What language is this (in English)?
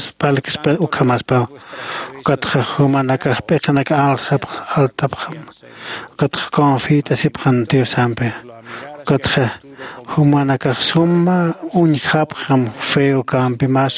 Aymara